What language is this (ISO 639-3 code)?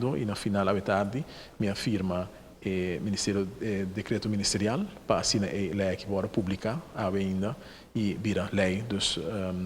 pap